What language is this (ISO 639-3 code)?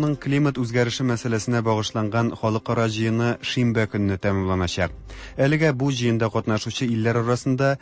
tat